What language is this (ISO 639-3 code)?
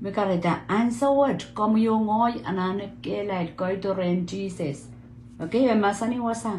pon